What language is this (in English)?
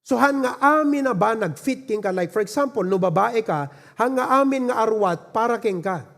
Iloko